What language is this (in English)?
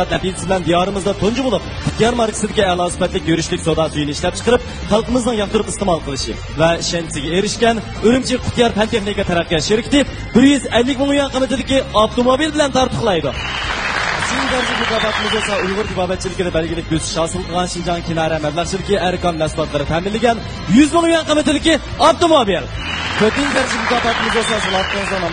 Uyghur